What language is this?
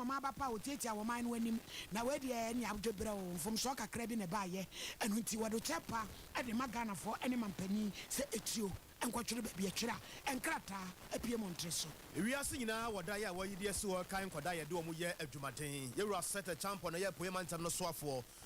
Akan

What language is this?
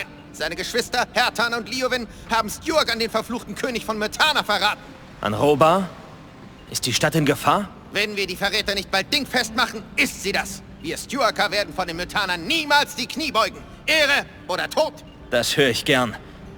Bavarian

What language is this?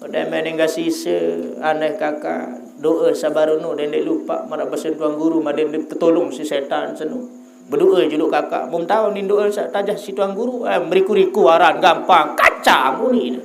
Sasak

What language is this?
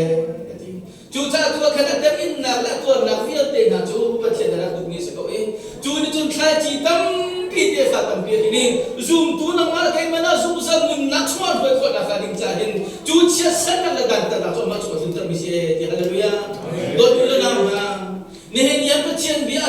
Hakha Chin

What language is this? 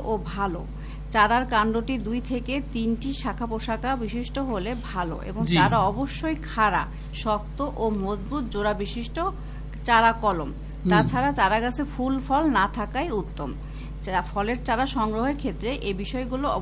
Bangla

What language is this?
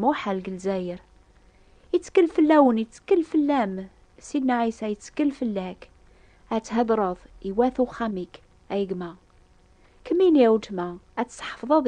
Kabyle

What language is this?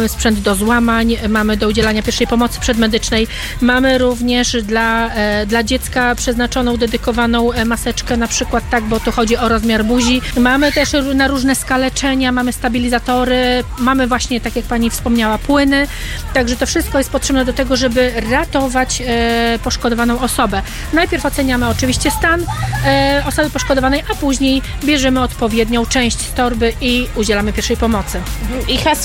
Polish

